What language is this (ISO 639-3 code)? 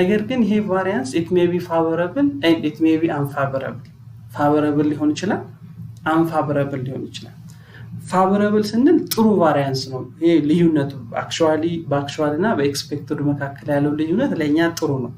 amh